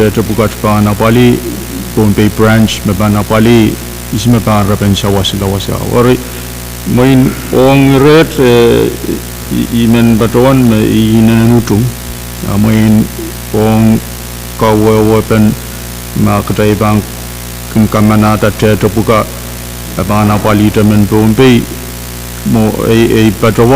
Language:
Pohnpeian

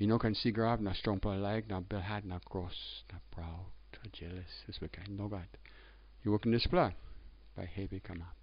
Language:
Tok Pisin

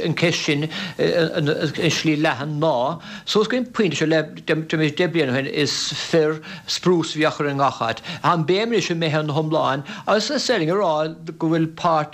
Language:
Irish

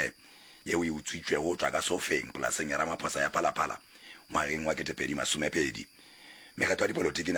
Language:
Northern Sotho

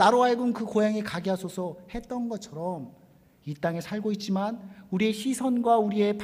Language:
Korean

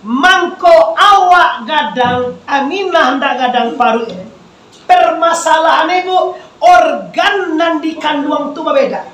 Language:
Minangkabau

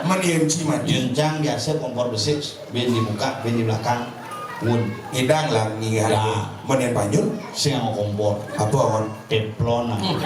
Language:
Balinese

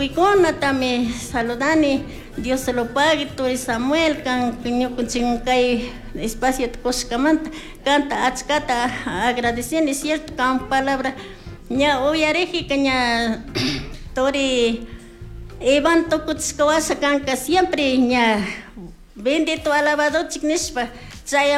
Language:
Chimborazo Highland Quichua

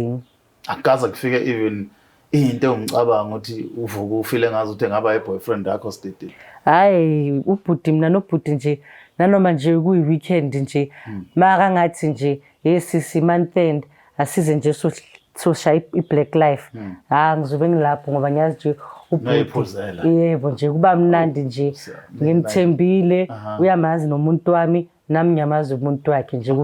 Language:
Zulu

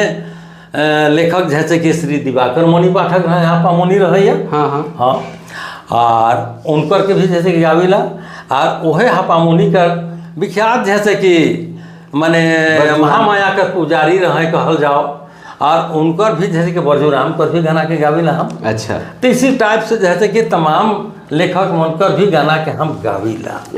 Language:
Sadri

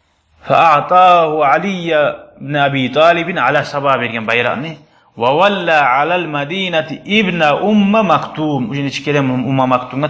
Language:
Kumyk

